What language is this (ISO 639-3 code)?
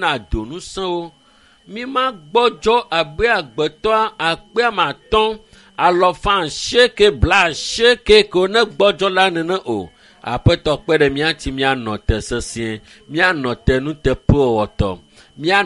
ewe